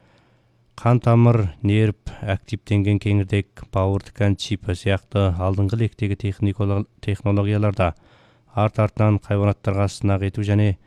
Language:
Kazakh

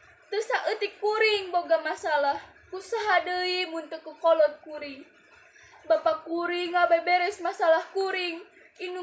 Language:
Sundanese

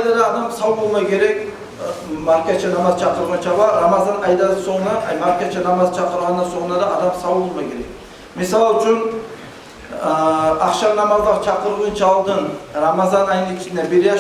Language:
Kumyk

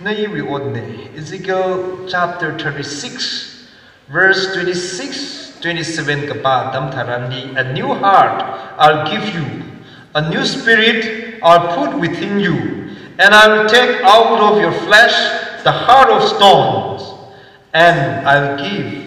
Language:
Tangkhul Naga (India)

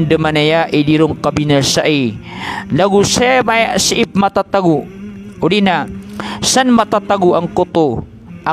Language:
Maranao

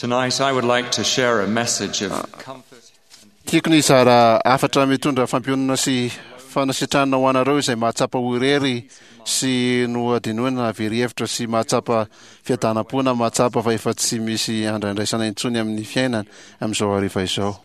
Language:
Malagasy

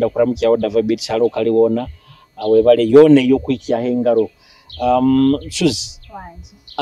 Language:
Nyoro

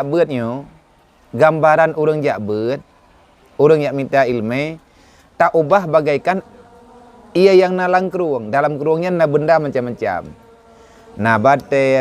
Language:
Achinese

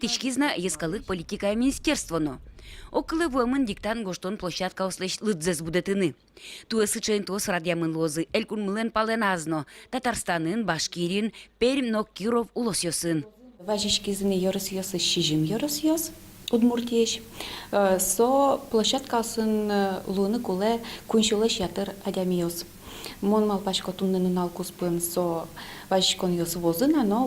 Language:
Udmurt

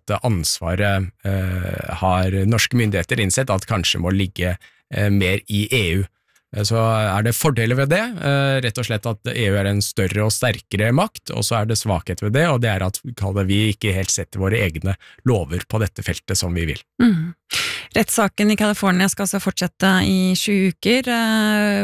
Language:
Norwegian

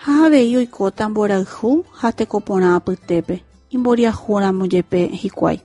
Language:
Guarani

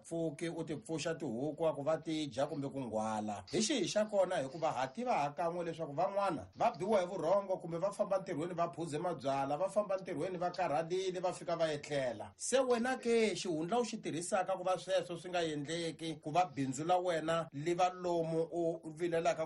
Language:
Tsonga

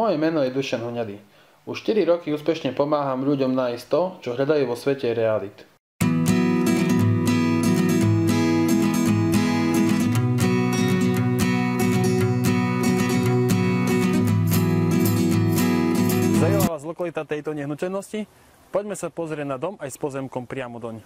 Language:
Slovak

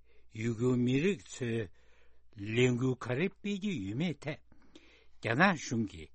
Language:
Tibetan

